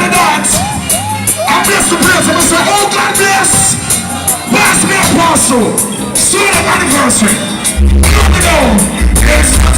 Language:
Jamaican Creole English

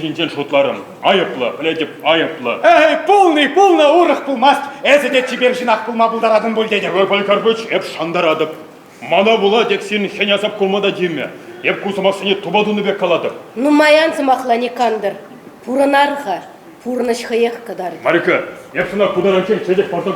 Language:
Chuvash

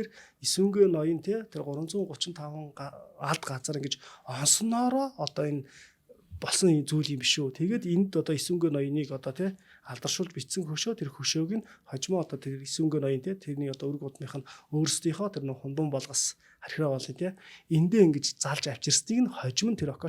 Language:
Mongolian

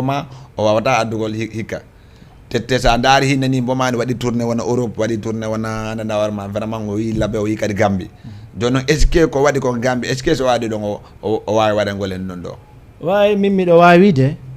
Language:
Fula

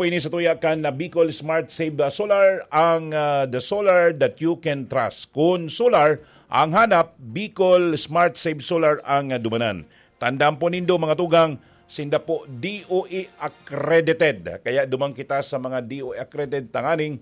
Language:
Bikol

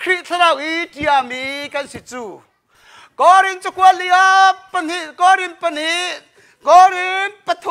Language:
Hakha Chin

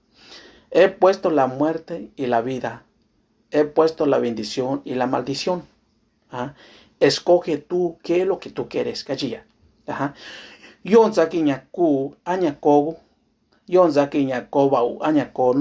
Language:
Mixtepec Mixtec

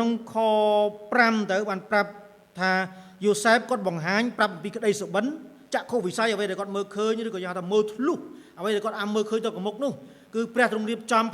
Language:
Khmer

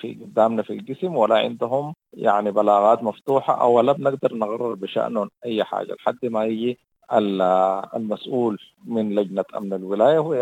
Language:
Sudanese Arabic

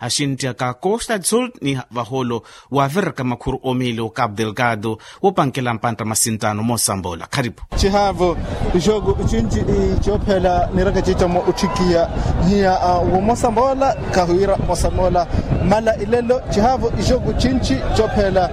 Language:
Makhuwa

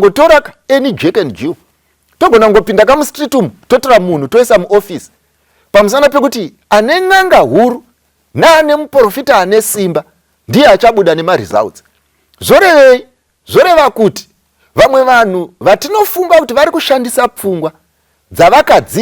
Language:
Shona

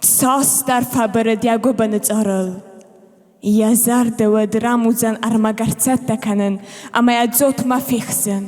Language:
Ossetic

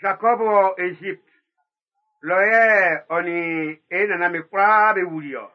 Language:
Baoulé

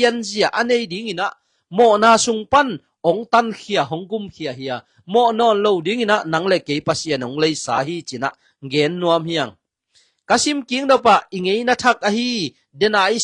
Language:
Tedim Chin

